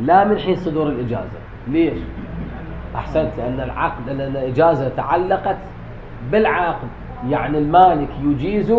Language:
Mesopotamian Arabic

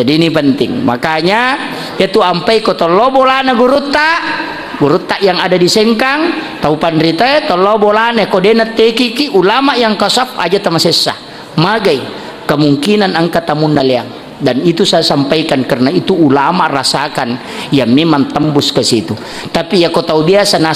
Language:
Buginese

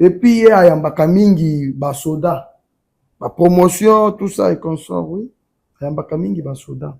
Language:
Lingala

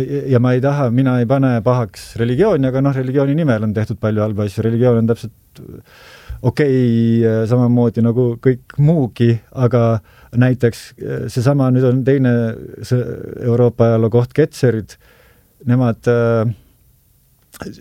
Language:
Estonian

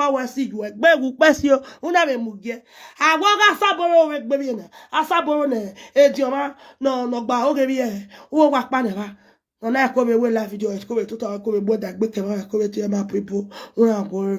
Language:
Nigerian Pidgin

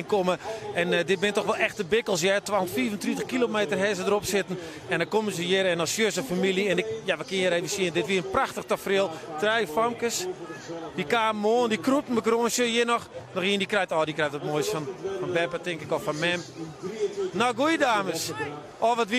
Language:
Western Frisian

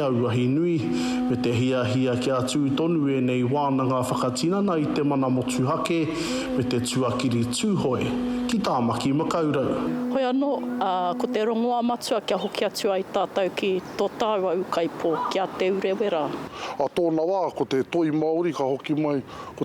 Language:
Māori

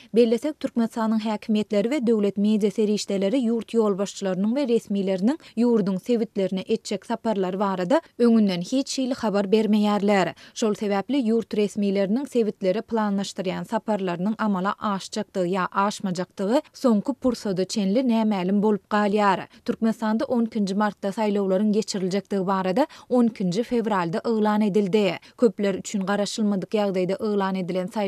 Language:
Turkmen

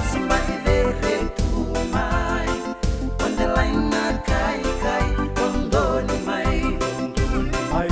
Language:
Fijian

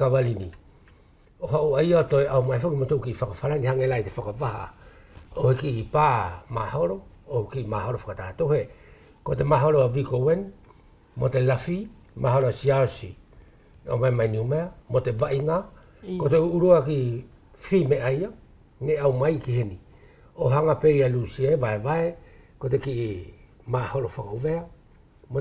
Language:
Wallisian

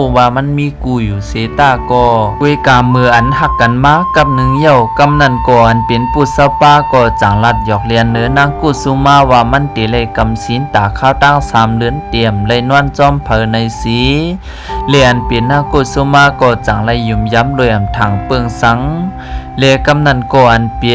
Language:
Shan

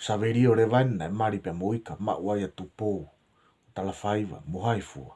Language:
Tongan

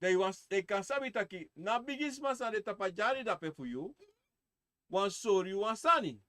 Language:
Sranan Tongo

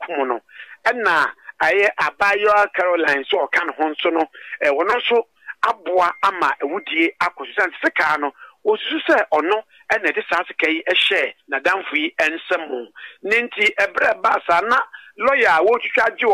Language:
Akan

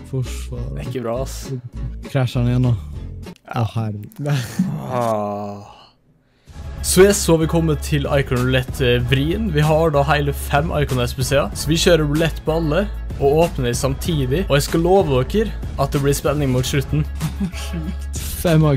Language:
Norwegian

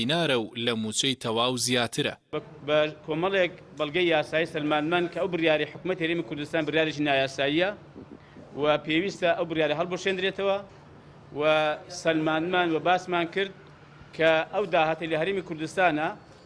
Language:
Central Kurdish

